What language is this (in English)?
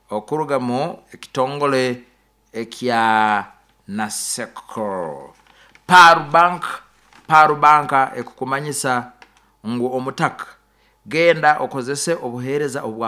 Nyoro